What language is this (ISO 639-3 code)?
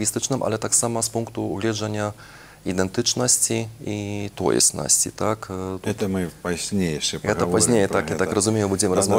bel